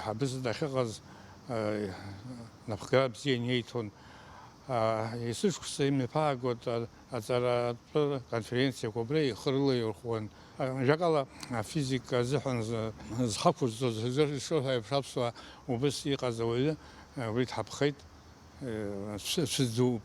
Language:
Abkhazian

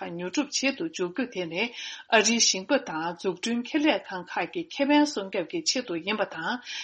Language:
Tibetan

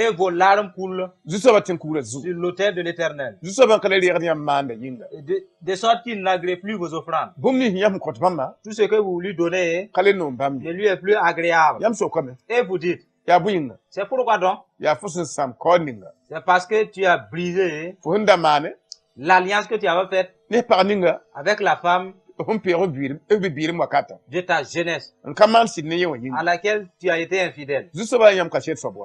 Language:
Mossi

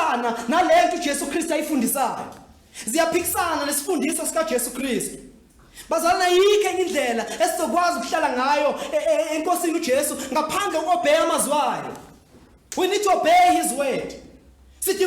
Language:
Zulu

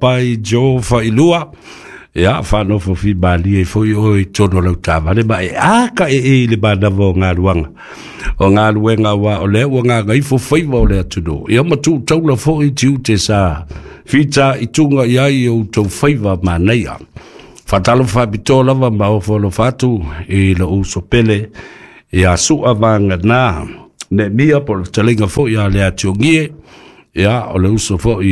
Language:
Samoan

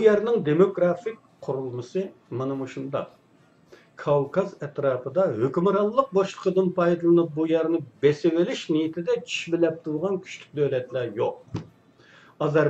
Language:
Uyghur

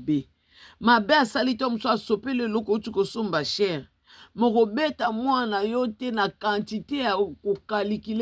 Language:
Lingala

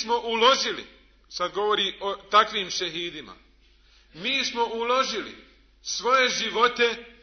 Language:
Bosnian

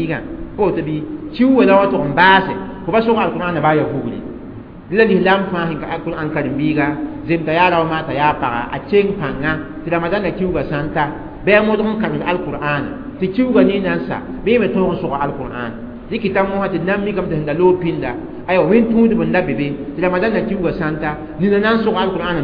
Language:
Mossi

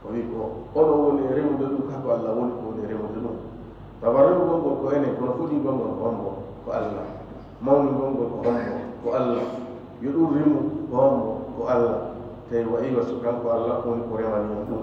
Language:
Fula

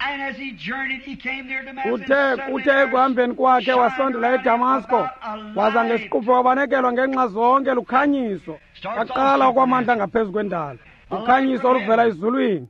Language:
Xhosa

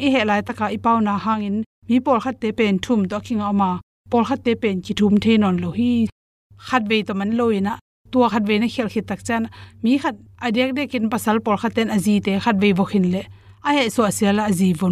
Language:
Tedim Chin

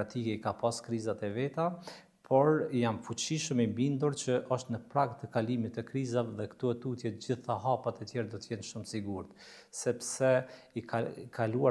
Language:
Albanian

